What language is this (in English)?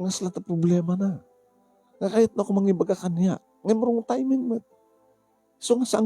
Iloko